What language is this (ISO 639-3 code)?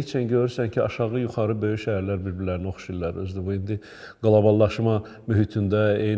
aze